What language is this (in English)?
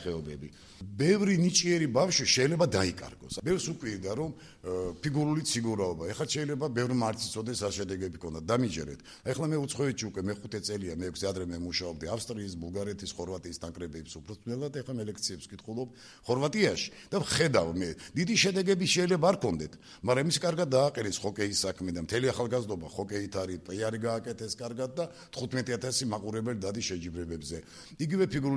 Georgian